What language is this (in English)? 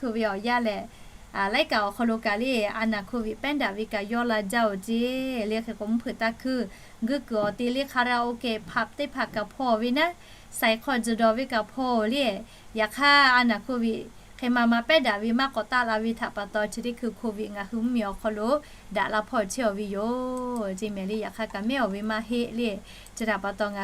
Lahu